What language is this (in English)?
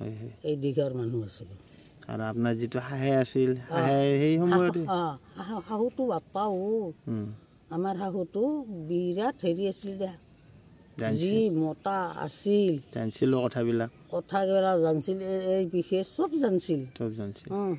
Assamese